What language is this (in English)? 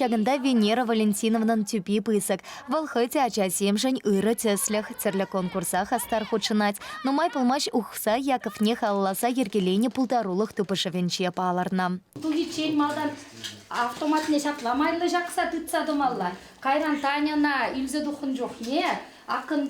Chuvash